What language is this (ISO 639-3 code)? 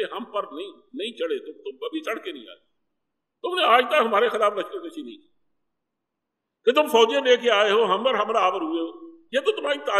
urd